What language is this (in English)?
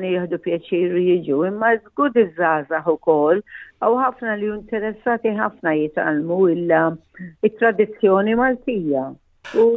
Maltese